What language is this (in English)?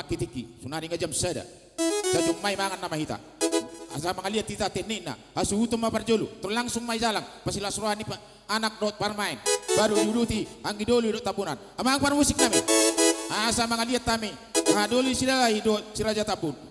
Batak Toba